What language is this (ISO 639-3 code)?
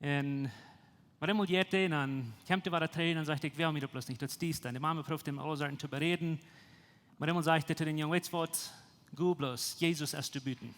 pdt